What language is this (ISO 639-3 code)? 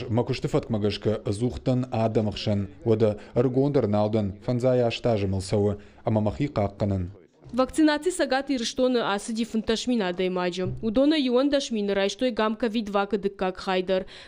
oss